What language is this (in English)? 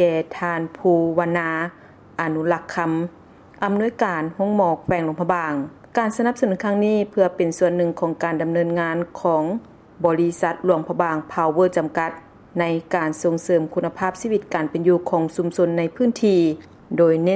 Lao